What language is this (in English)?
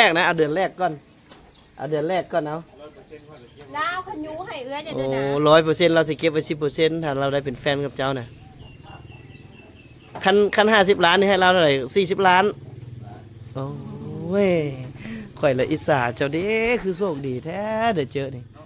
Lao